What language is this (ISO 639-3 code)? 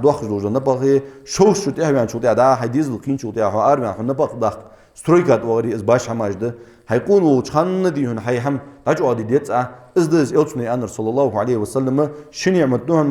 inh